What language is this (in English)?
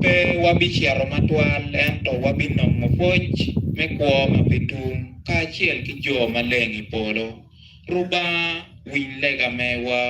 Acoli